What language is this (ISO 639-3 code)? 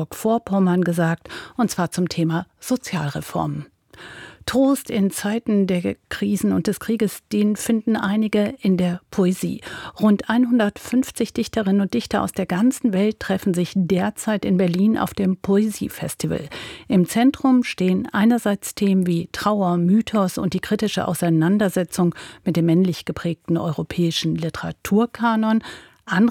deu